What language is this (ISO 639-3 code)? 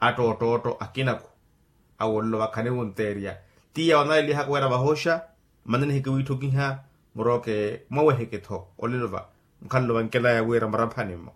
vmw